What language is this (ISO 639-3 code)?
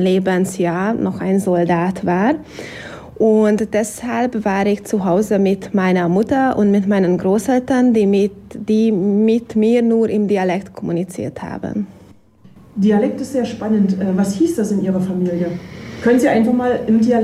deu